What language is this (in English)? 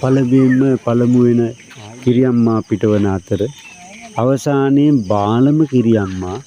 Sinhala